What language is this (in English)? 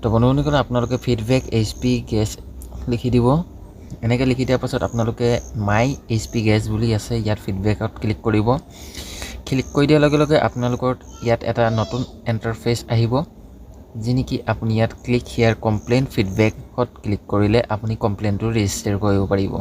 Assamese